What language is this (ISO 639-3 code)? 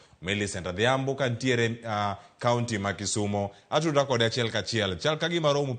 luo